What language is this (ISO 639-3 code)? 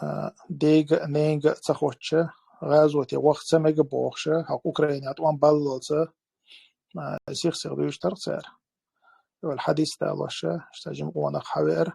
che